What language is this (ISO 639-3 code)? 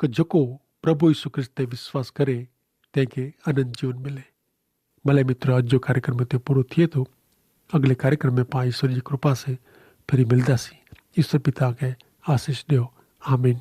kfr